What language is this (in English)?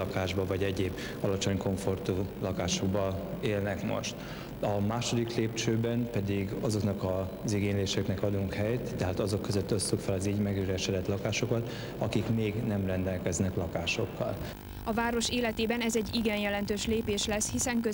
Hungarian